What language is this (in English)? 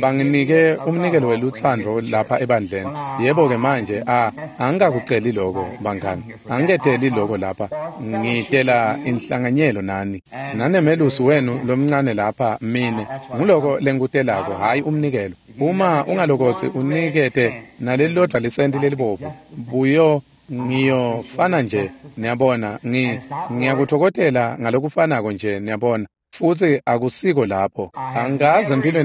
Swati